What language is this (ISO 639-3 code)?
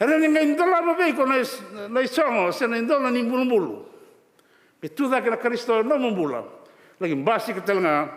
fij